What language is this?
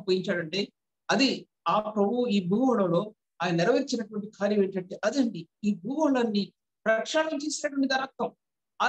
Telugu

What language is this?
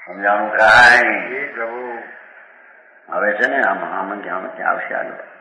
Gujarati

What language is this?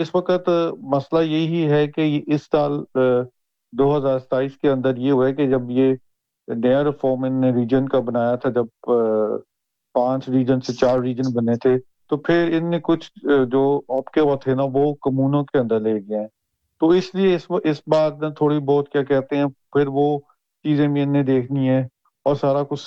Urdu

